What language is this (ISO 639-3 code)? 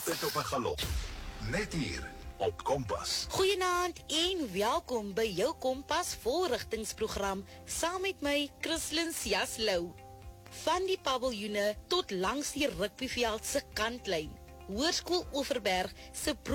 afr